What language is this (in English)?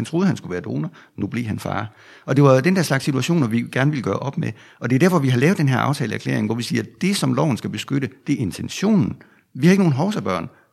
Danish